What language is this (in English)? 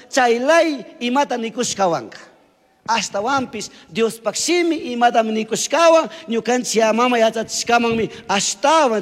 Chimborazo Highland Quichua